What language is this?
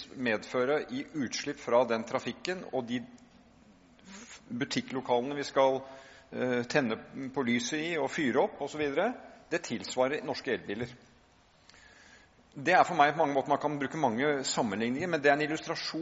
Norwegian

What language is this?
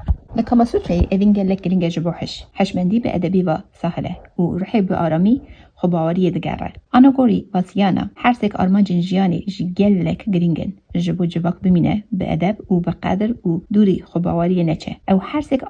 Kurdish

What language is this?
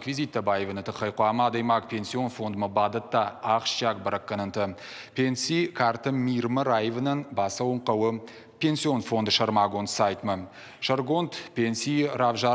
Ossetic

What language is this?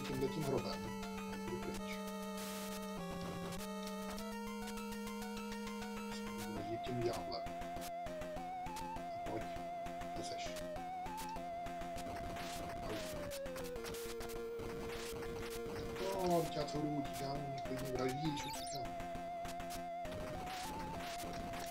Czech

